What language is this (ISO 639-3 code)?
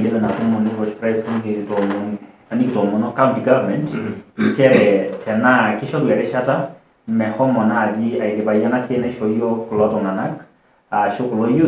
mas